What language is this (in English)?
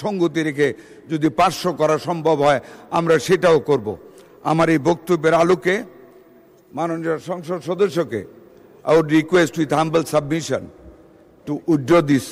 Bangla